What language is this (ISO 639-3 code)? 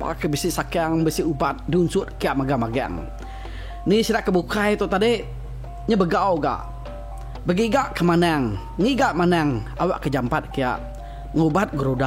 iba